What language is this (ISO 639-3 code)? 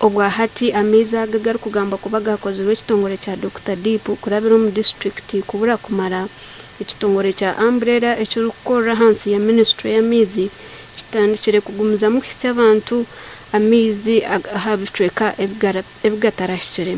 nyn